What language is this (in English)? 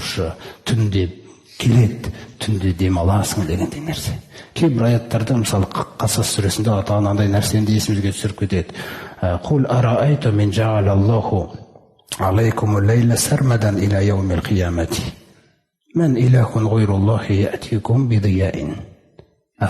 Kazakh